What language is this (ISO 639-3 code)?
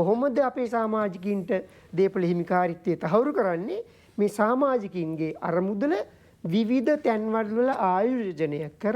sin